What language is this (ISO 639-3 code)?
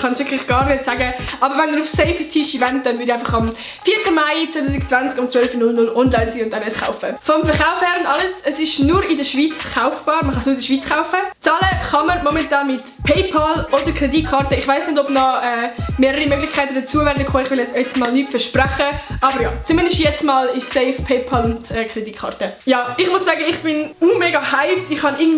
gsw